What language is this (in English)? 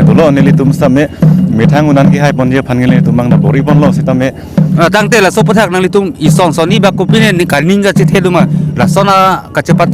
Karbi